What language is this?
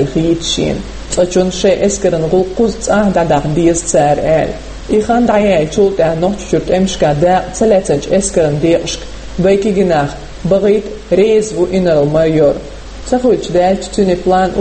Chechen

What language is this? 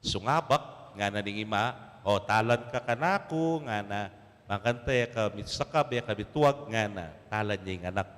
Pampanga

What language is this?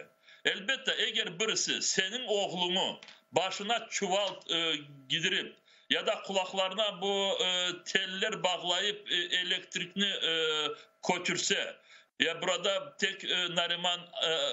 Crimean Tatar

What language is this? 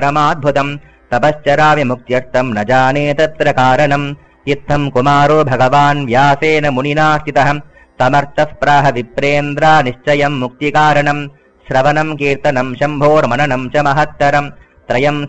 Sanskrit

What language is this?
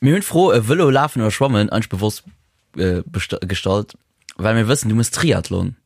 Luxembourgish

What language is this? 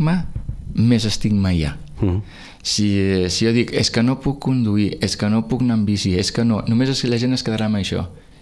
Catalan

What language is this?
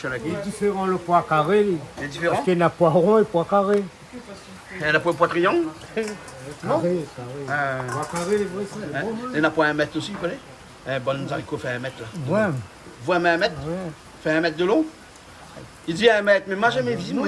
Réunion Creole French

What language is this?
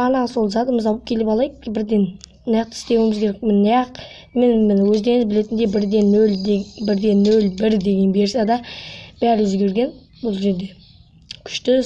Kazakh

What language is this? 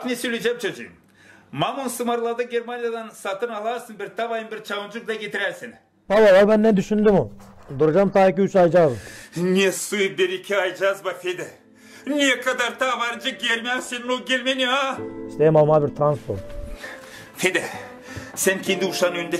Gagauz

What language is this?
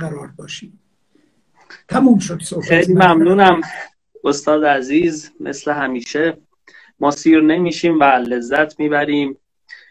Persian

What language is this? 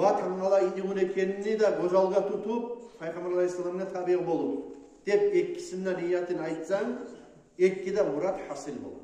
Kumyk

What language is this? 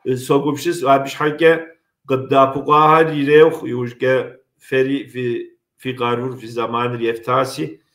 Kabardian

